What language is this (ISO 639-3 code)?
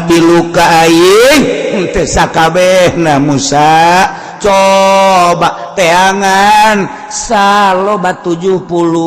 sun